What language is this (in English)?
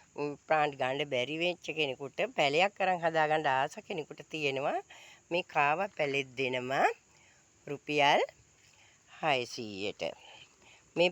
Sinhala